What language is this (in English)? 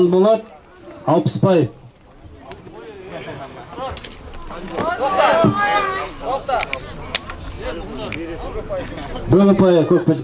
Kazakh